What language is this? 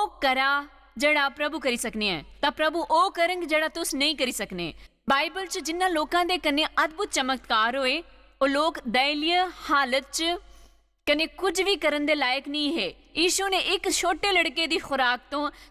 Dogri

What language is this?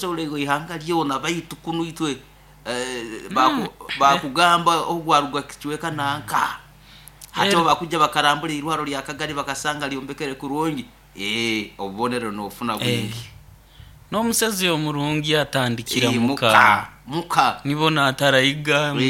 Nyoro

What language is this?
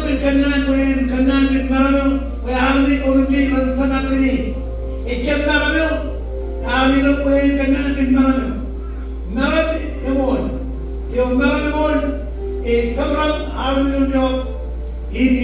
Marshallese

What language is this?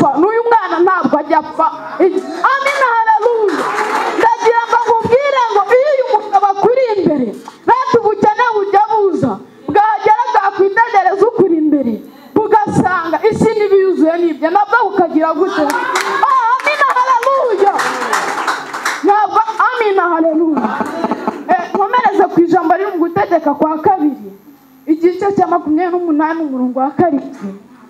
Kinyarwanda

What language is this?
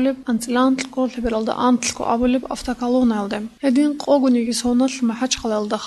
Avaric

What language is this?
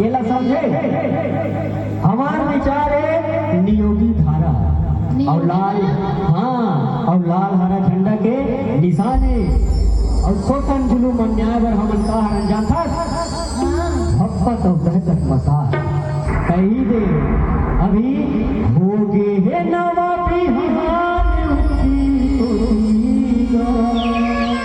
Chhattisgarhi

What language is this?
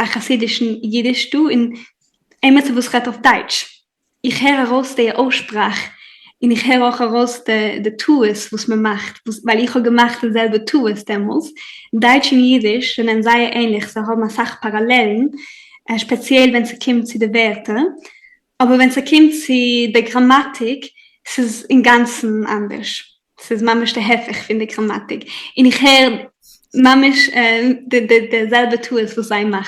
Yiddish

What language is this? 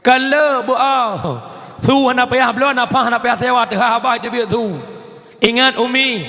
Achinese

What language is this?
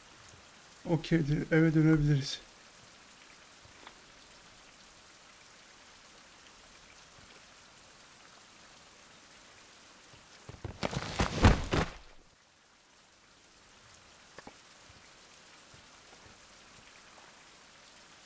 Turkish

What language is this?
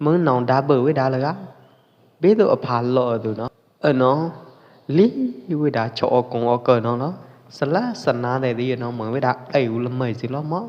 Pwo Eastern Karen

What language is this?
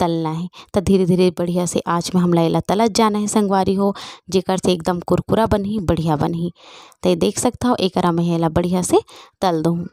Chhattisgarhi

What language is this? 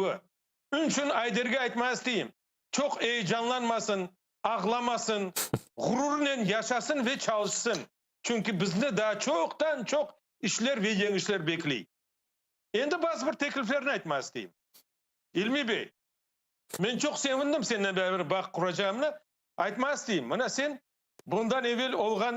Crimean Tatar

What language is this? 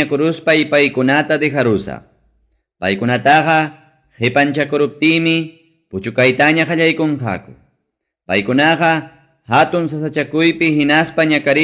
Ayacucho Quechua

